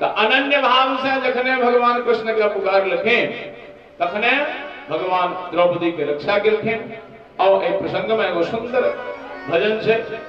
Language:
Maithili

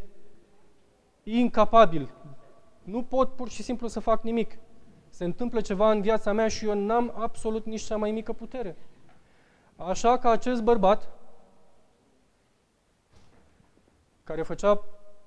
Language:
Romanian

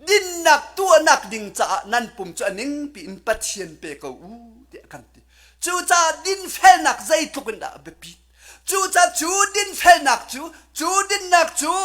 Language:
Hakha Chin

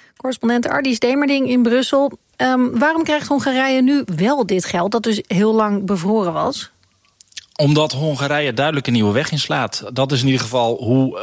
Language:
Dutch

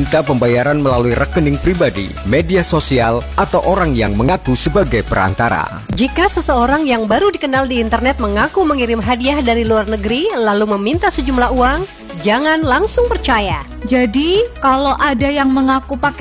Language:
Indonesian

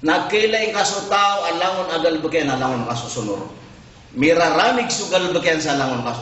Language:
Maranao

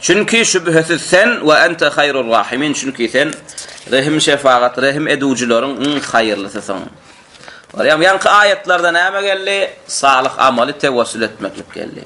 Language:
Turkmen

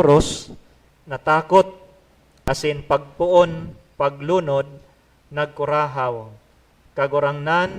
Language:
Bikol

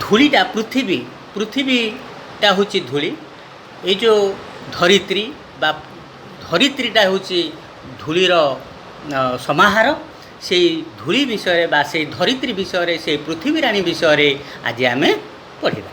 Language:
Odia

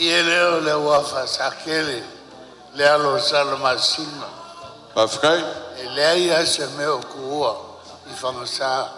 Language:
Samoan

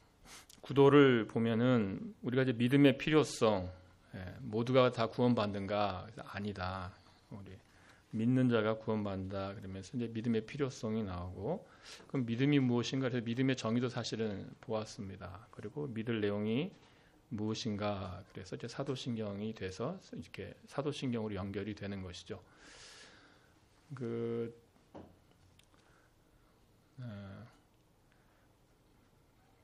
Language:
Korean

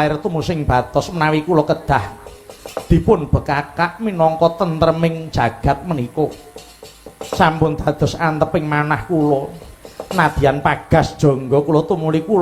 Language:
Javanese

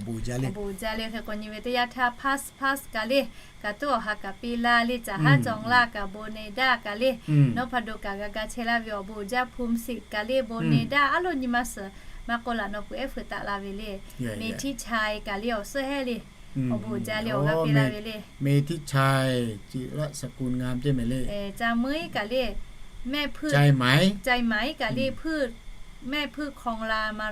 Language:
Lahu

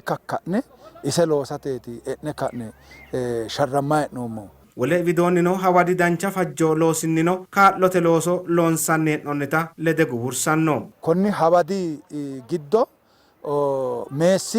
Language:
Sidamo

